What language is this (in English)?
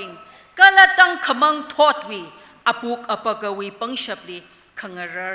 Tangkhul Naga (India)